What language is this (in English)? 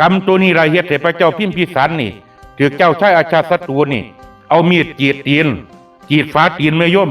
Northeastern Thai